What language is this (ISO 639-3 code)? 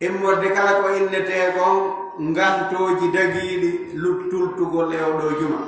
ful